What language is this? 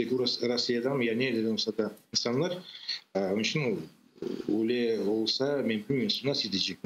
Crimean Tatar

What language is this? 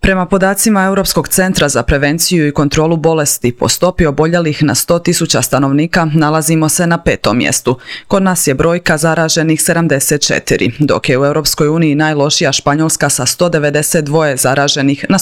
Croatian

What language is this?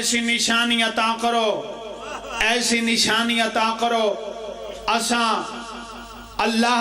Pahari-Potwari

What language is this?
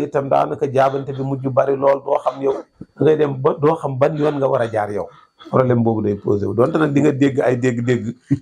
Wolof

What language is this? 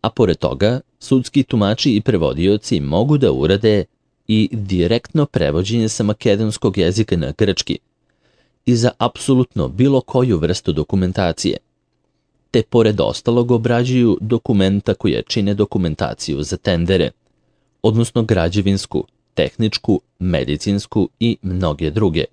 Serbian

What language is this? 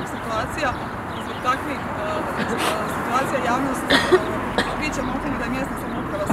Croatian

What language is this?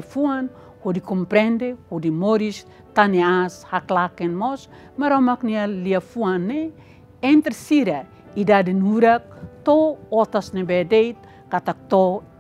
Tetum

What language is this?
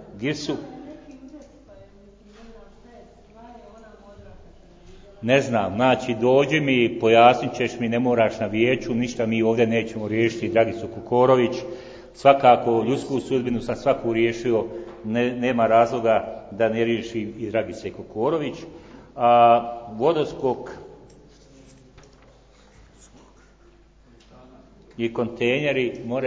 Croatian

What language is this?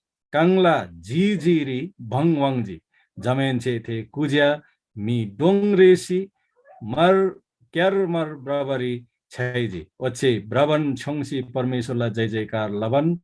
Eastern Tamang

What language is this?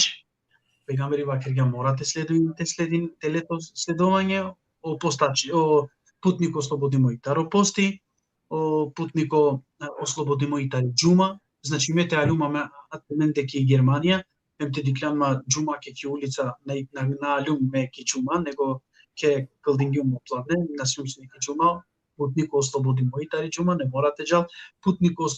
Balkan Romani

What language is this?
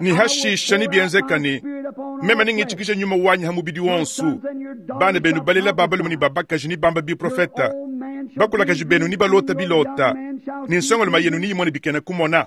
Luba-Lulua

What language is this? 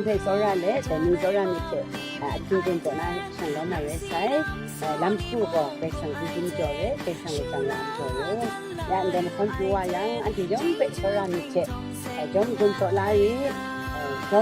Kachin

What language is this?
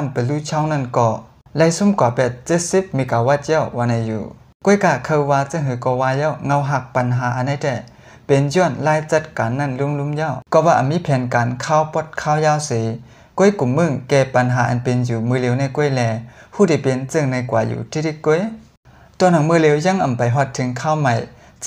Shan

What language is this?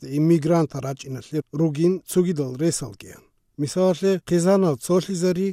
Avaric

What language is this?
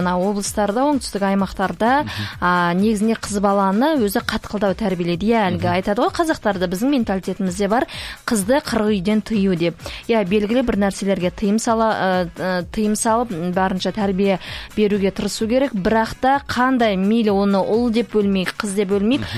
Kazakh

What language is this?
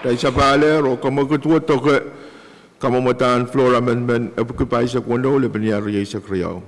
Pohnpeian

